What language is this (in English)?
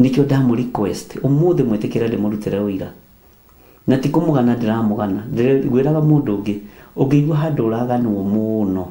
Kikuyu